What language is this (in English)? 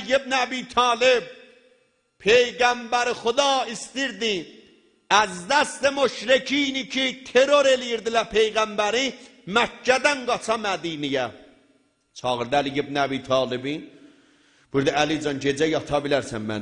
South Azerbaijani